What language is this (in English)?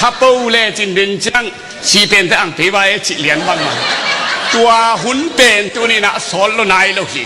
Tedim Chin